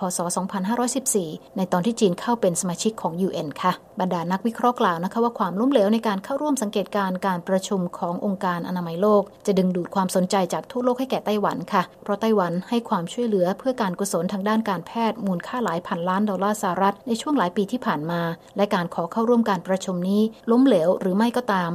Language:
Thai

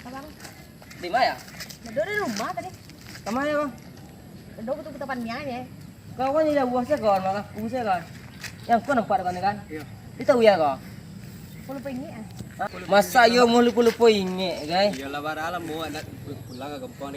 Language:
Minangkabau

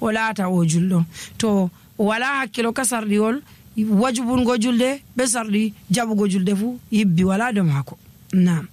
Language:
Nigerian Fulfulde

